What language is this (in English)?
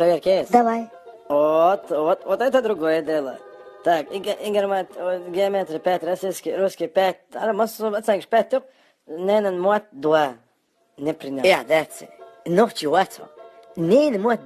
Chechen